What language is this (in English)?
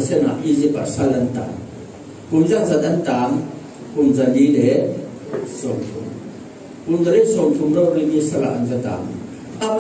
Falam Chin